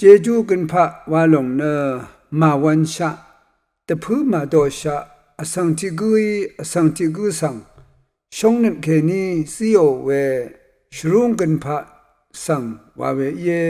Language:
Rawang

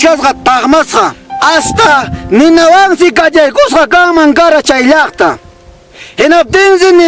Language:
Ayacucho Quechua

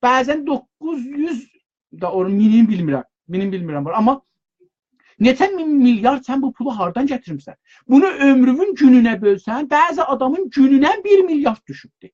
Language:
South Azerbaijani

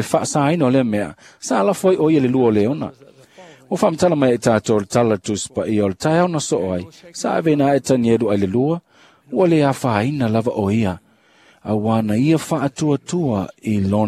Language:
Samoan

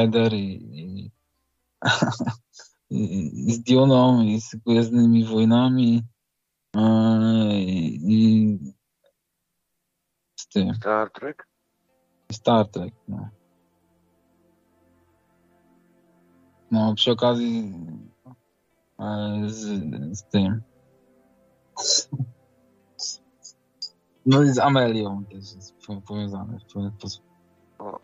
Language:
Polish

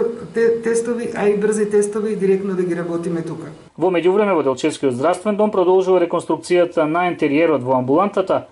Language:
Macedonian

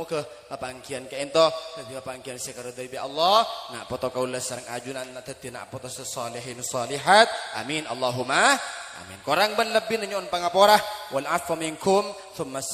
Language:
Madurese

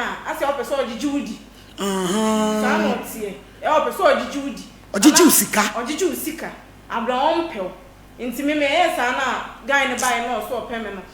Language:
Akan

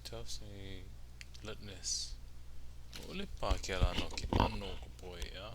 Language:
Hawaiian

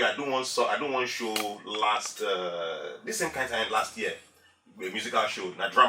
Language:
Nigerian Pidgin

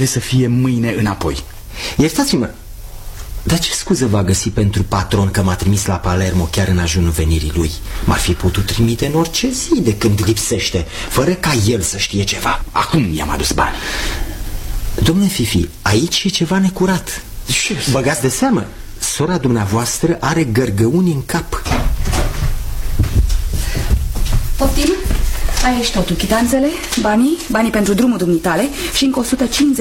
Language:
Romanian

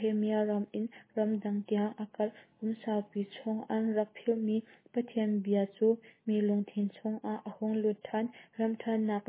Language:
Hakha Chin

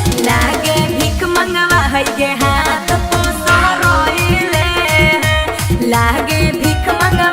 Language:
Magahi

